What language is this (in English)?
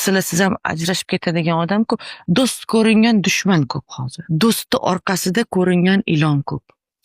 Uzbek